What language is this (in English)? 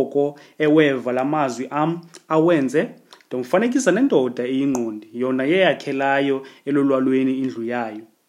Xhosa